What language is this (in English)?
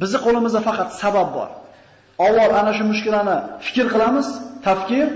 Uzbek